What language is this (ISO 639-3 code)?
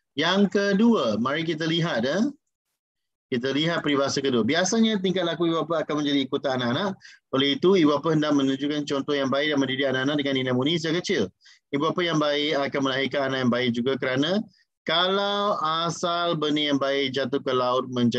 msa